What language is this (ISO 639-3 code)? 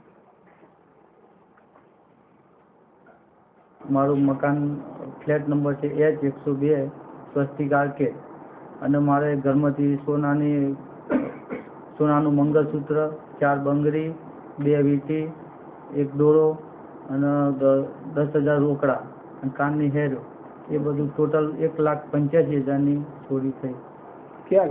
guj